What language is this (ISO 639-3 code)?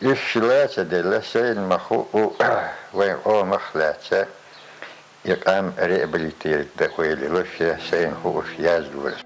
che